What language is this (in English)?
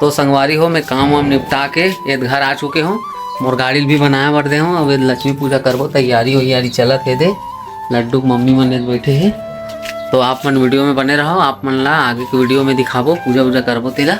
Chhattisgarhi